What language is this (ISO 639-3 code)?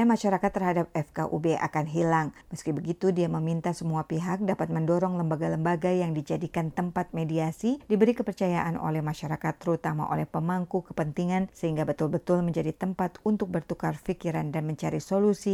ind